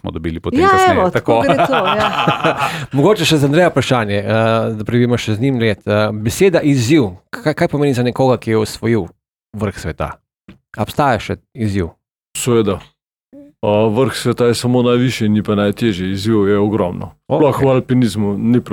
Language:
Slovenian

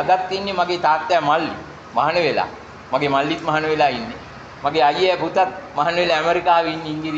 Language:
Sinhala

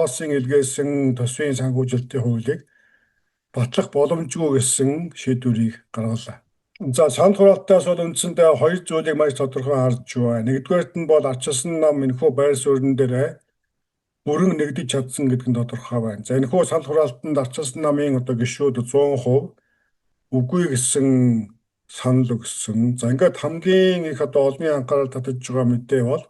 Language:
Mongolian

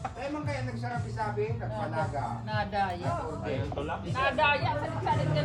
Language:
Bikol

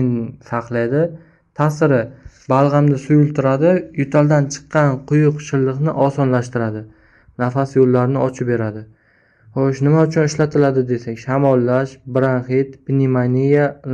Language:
Uzbek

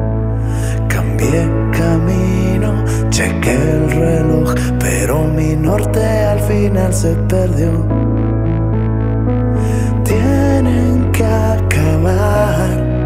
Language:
Spanish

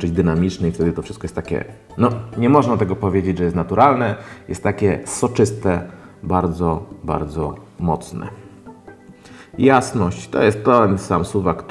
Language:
Polish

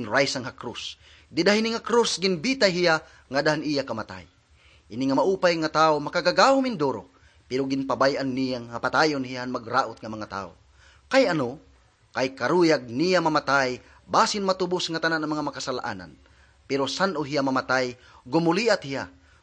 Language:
Waray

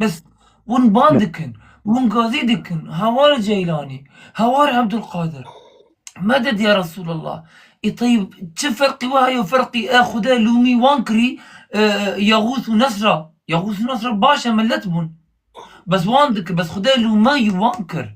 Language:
Kurdish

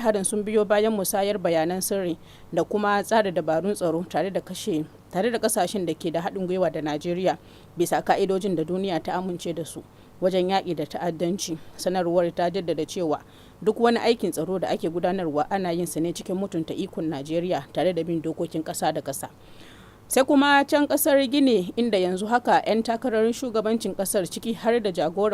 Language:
Hausa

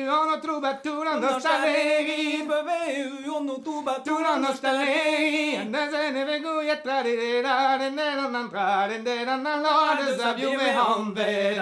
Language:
Breton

